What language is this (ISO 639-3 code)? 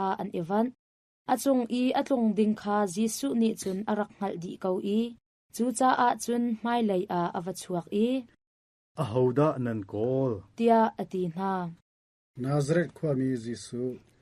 cnh